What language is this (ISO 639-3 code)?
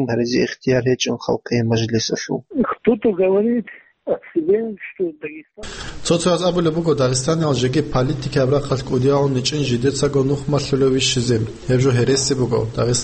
ava